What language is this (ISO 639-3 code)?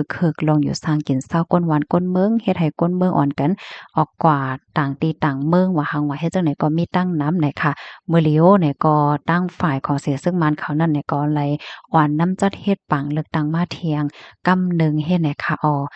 shn